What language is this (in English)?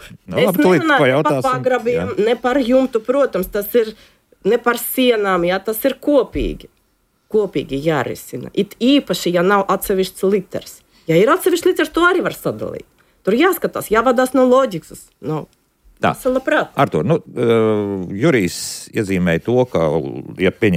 Latvian